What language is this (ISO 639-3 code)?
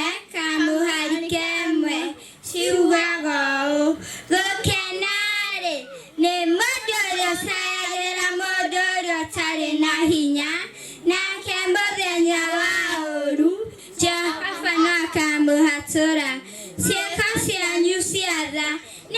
kik